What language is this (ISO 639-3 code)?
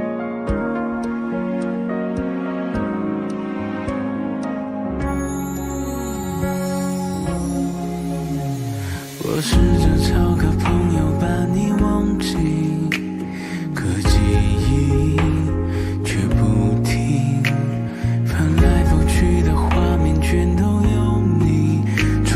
zho